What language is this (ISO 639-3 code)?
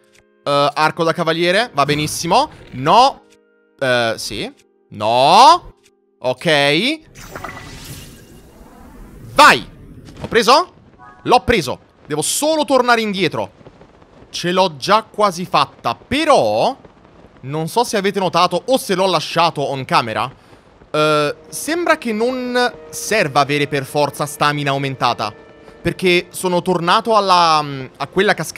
ita